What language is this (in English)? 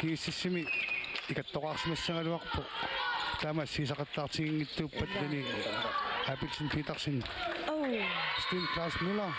Kalaallisut